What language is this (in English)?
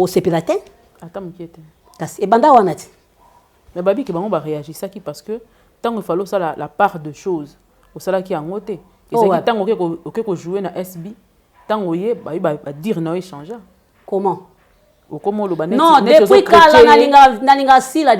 Lingala